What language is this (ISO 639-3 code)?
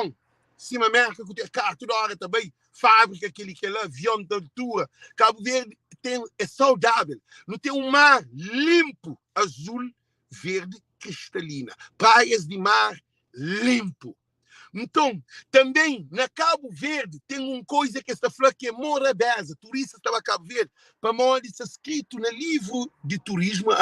kea